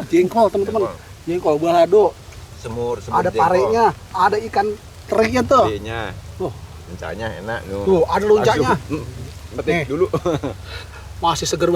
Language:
Betawi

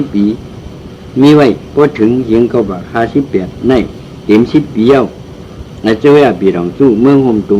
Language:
Shan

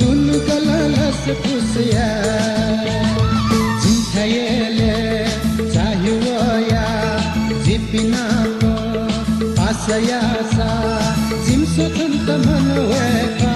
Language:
Newari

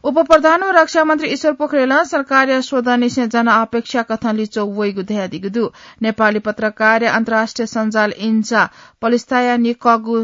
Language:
Newari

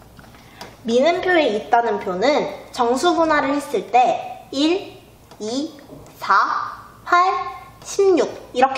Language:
Korean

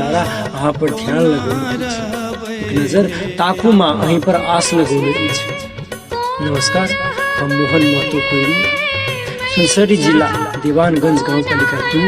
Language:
Maithili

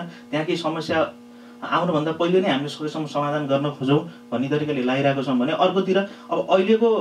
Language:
Nepali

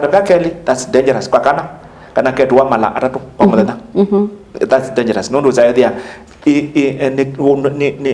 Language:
Kamba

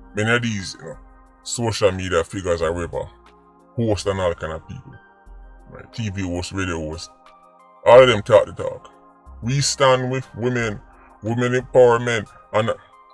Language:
Jamaican Creole English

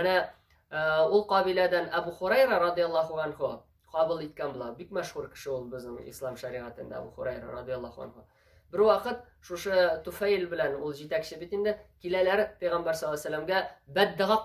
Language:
Tatar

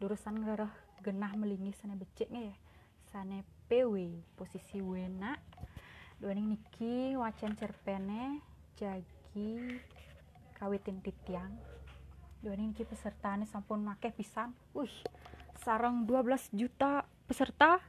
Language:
Balinese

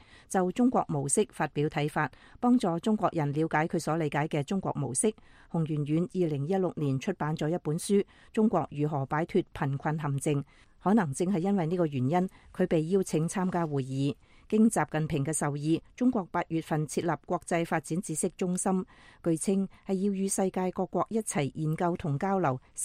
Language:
Cantonese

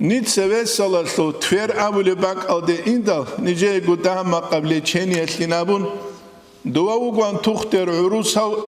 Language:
Avaric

